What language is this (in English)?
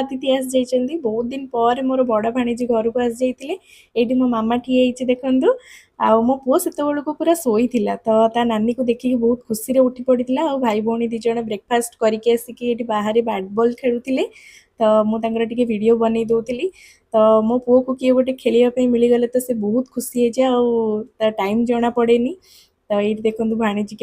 Odia